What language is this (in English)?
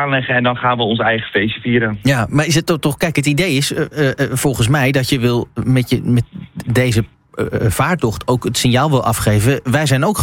Dutch